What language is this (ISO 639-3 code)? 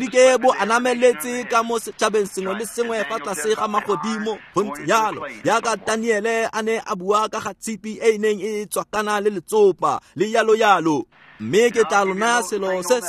tsn